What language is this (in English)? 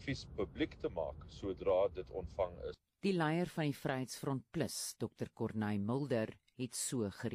Afrikaans